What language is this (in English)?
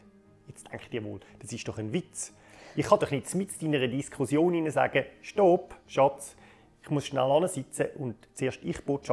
Swiss German